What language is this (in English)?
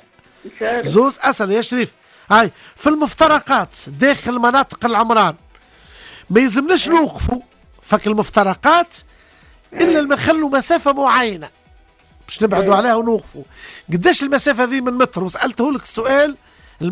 Tunisian Arabic